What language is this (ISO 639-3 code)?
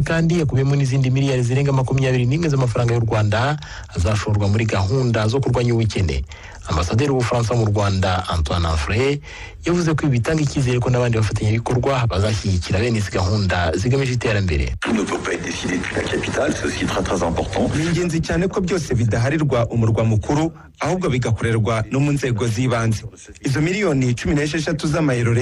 kin